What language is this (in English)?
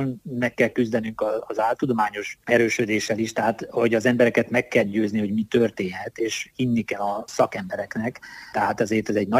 Hungarian